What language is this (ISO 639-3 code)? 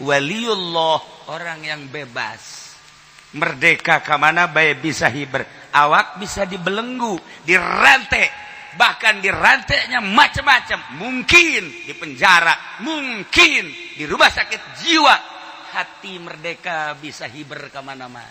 sun